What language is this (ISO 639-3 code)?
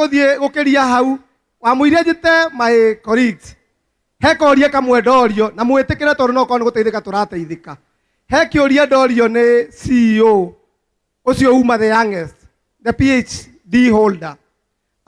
kik